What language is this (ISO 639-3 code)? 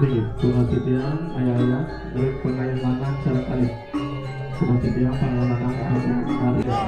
ban